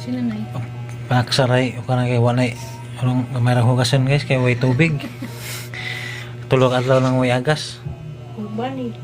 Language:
Cebuano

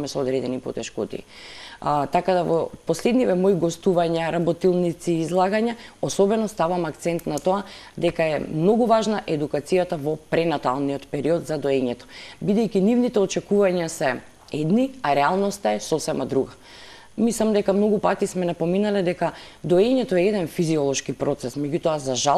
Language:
Macedonian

